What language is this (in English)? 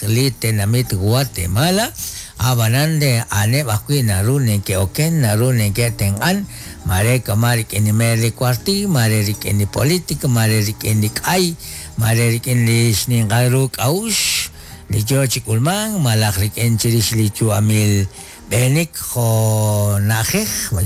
Kekchí